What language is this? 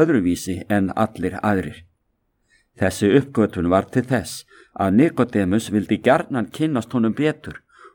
Icelandic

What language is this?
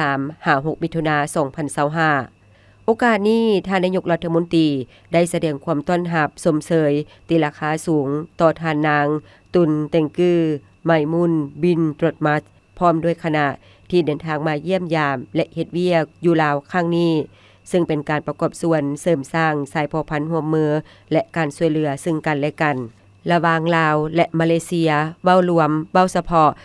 Lao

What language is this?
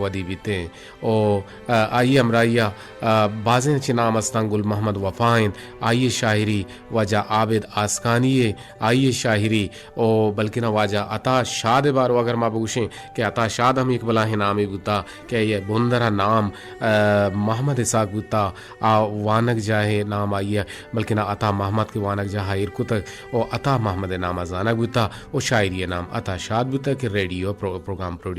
Eastern Balochi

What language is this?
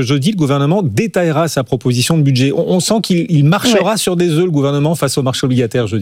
French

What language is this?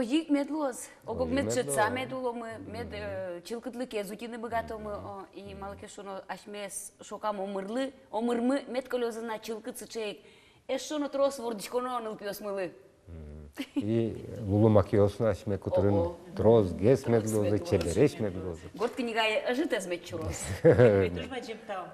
Udmurt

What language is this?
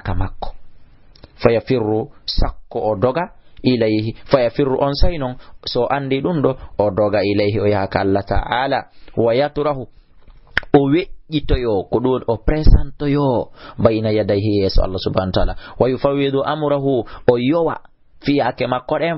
Fula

